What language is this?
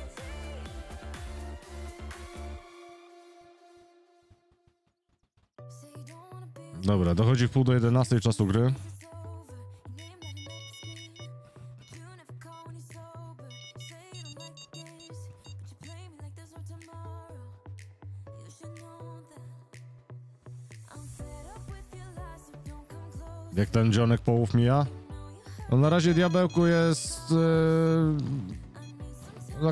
Polish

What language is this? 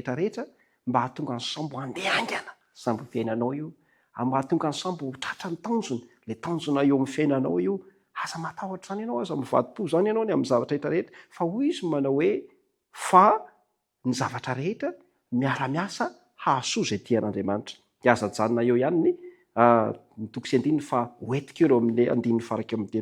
Malagasy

